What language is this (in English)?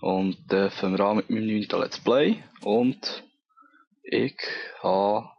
Swiss German